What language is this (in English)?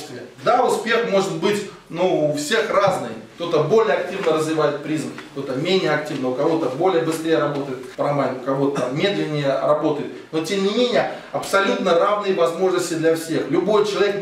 Russian